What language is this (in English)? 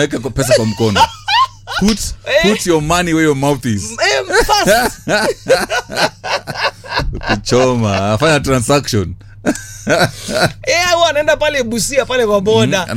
Swahili